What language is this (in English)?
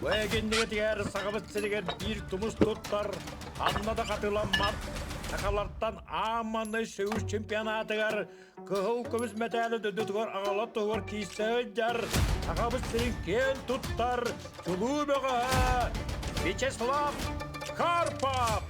Yakut